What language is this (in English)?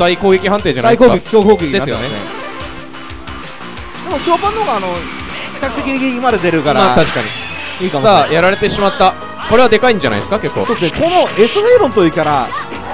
Japanese